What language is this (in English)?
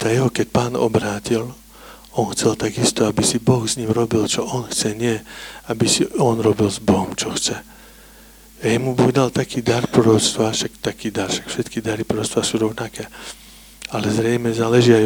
Slovak